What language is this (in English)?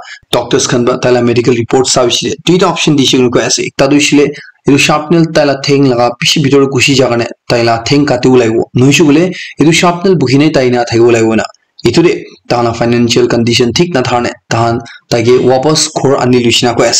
Naga Pidgin